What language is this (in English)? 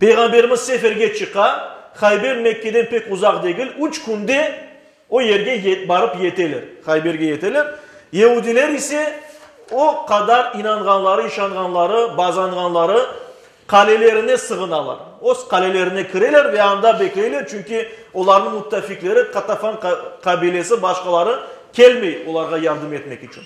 Crimean Tatar